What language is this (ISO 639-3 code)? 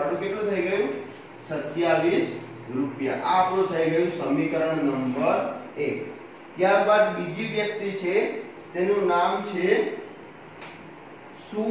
guj